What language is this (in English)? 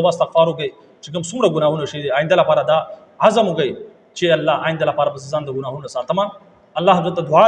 Pashto